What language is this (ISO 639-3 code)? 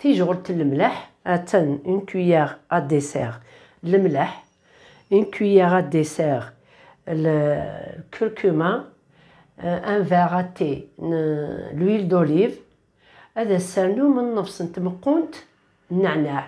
kab